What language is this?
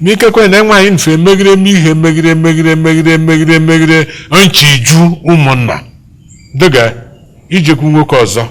Igbo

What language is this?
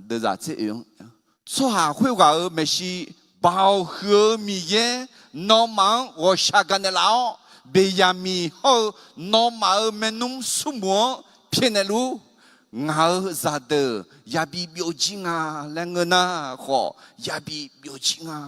Akha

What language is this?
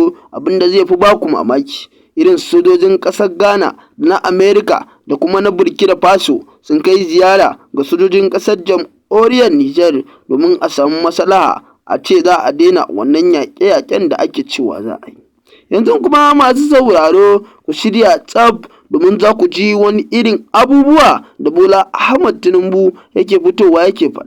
Hausa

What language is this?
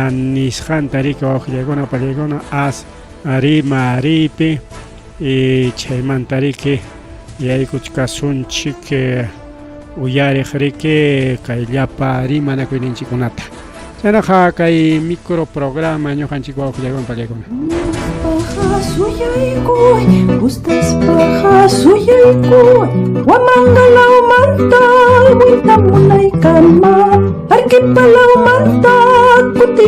Ayacucho Quechua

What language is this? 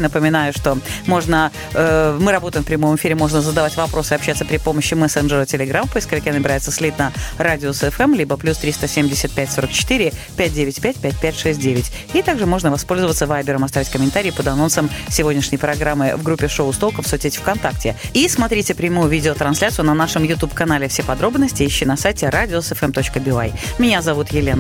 Russian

